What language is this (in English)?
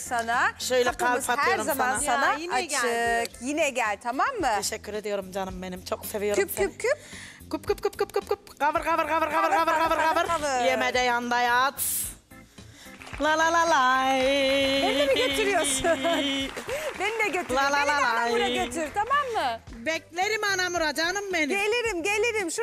Turkish